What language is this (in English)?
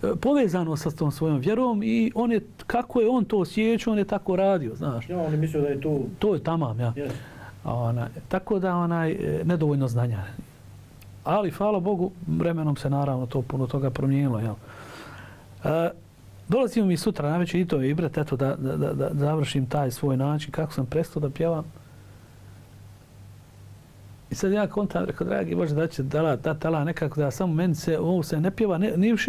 Bosnian